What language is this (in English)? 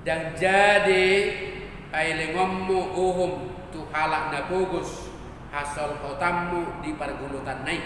Batak Toba